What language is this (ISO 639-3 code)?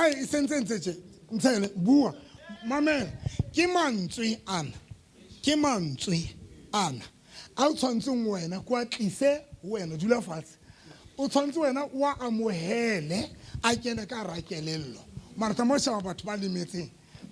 sot